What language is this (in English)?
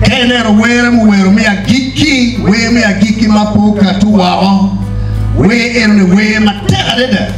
Acoli